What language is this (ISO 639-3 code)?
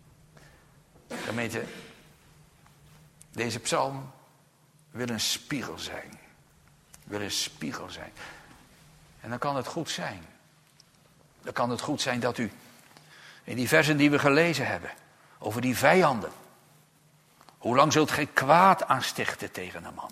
nld